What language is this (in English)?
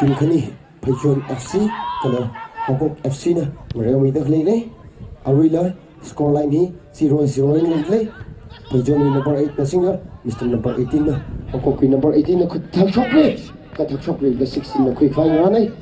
Tangkhul Naga (India)